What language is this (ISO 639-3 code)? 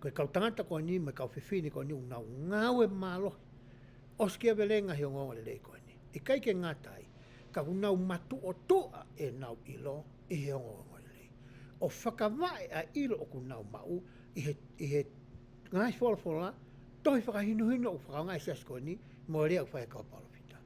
ton